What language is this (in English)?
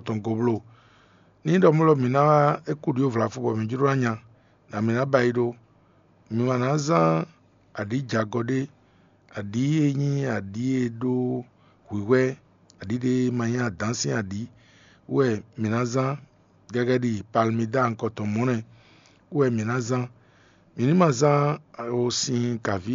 Fon